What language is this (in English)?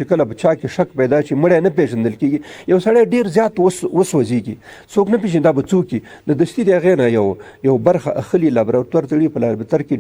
Pashto